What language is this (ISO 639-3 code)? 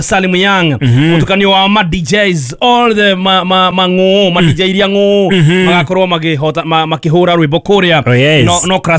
kik